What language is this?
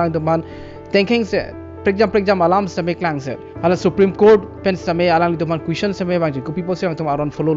Karbi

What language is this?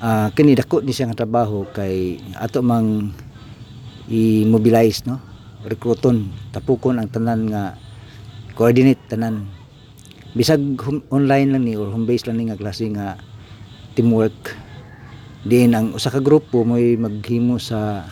Cebuano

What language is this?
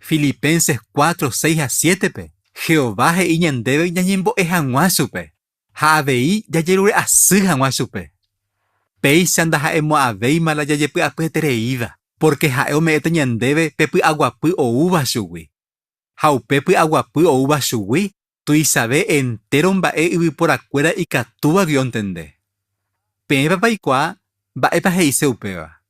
Guarani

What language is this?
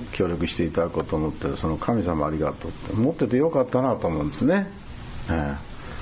Japanese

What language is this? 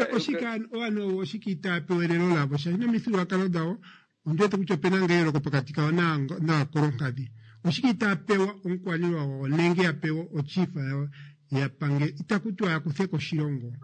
Kuanyama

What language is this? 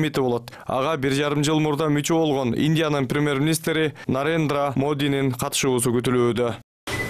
Kyrgyz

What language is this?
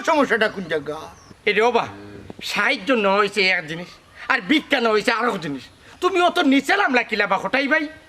Sylheti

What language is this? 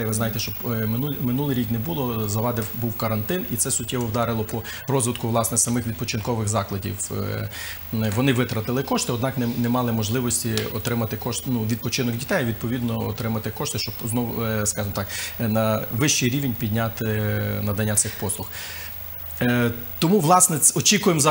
Ukrainian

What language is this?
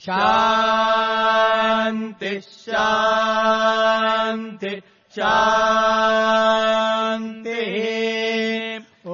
Sanskrit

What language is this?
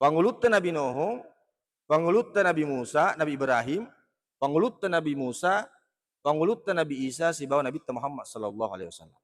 Buginese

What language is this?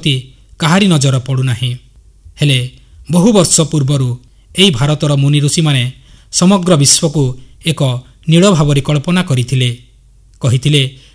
Odia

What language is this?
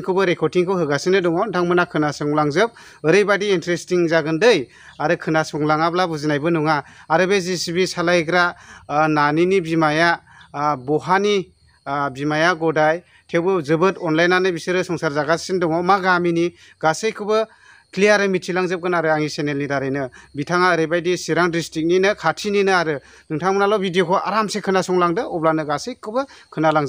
Bodo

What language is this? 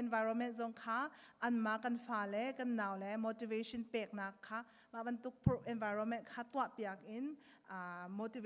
Hakha Chin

